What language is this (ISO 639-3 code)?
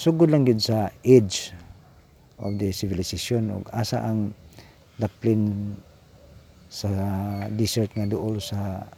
ceb